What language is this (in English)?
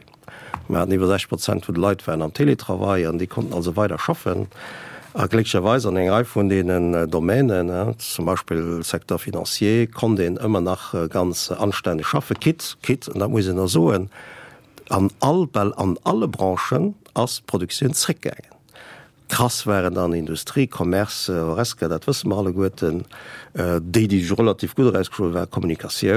Luxembourgish